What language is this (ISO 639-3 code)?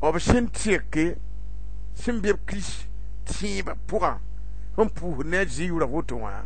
mos